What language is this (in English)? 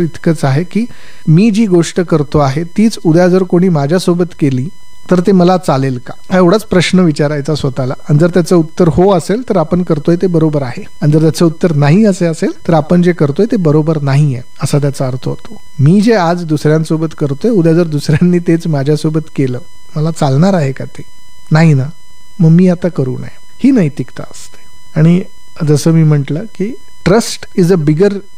Marathi